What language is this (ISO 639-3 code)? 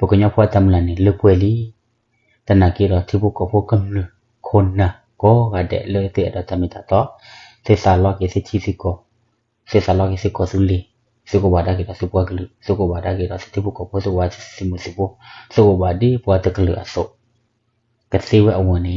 ksw